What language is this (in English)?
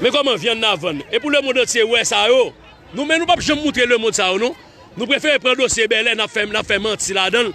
Haitian Creole